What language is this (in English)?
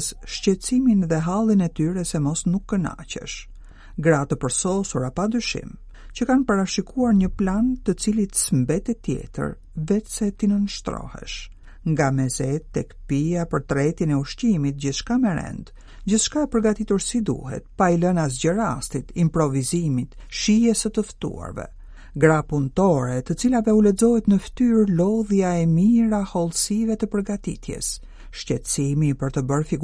Albanian